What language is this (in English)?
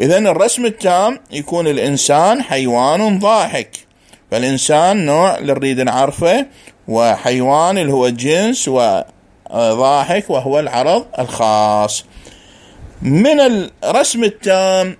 Mesopotamian Arabic